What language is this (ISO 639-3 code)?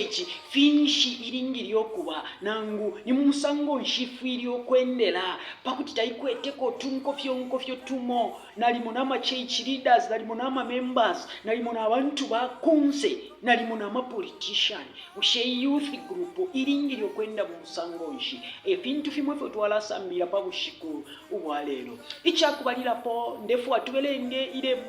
bem